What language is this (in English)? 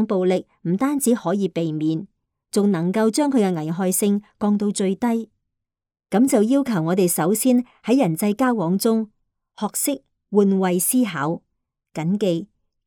Cantonese